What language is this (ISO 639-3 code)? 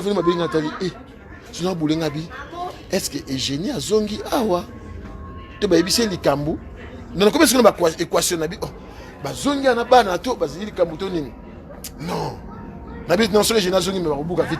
lin